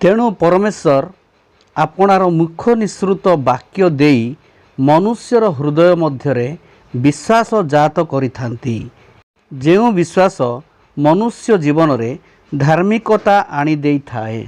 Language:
Odia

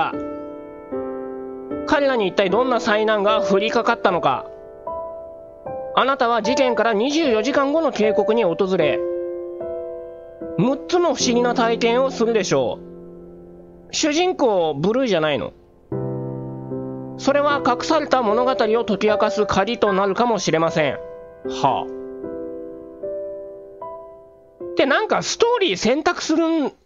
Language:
Japanese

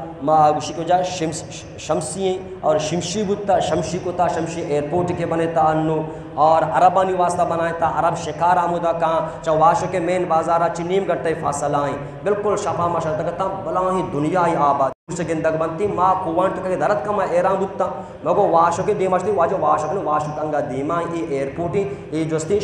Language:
Baluchi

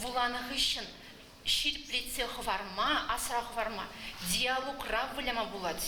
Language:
Chuvash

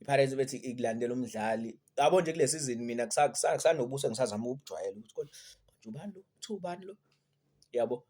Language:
Zulu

